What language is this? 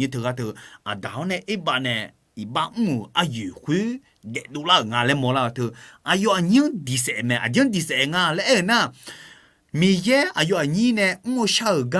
Akha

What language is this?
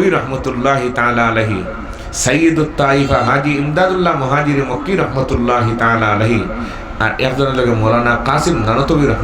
Sylheti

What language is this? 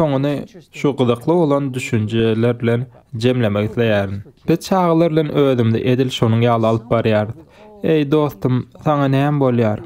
Turkmen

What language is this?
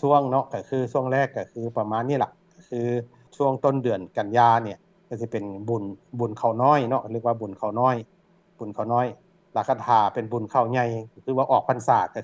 Lao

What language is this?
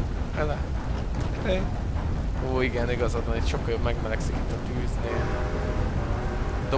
Hungarian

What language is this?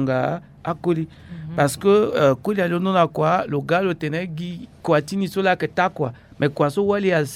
Sango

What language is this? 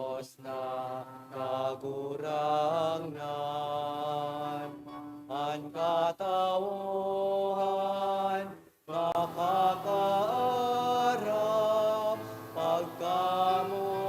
Bikol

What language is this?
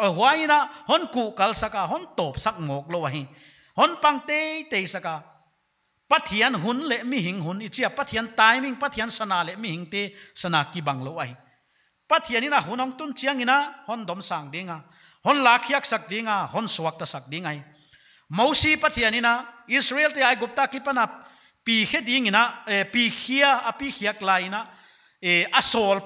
Paite Chin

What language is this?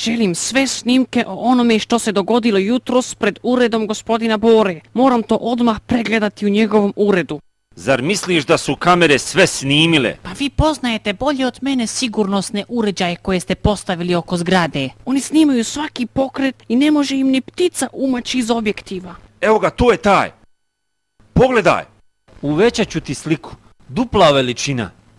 Bosnian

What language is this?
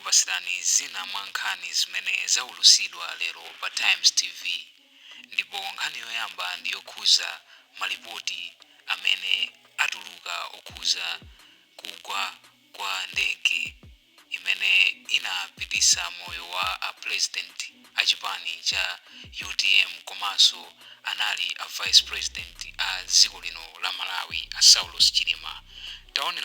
Nyanja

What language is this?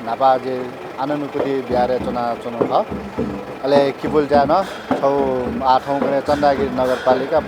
Newari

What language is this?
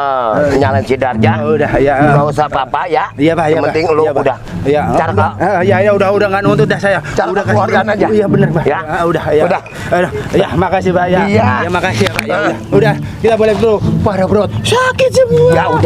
Betawi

